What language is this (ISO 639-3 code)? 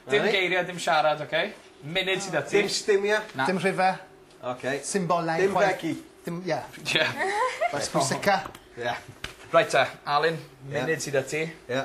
cym